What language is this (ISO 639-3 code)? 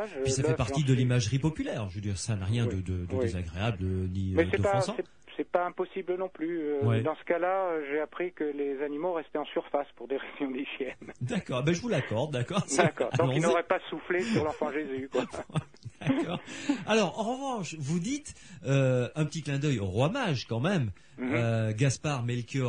fra